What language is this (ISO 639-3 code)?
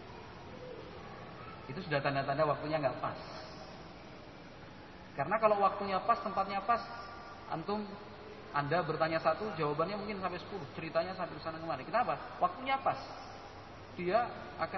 ind